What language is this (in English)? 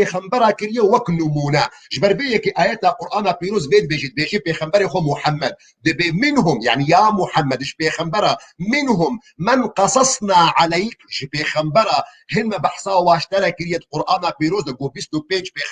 Kurdish